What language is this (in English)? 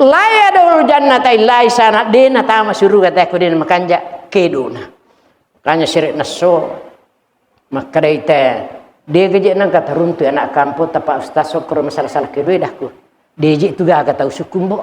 Buginese